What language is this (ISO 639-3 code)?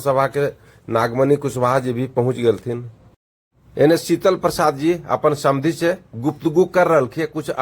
mag